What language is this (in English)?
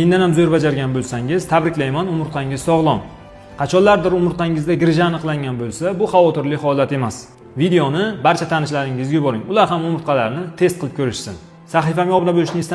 Uzbek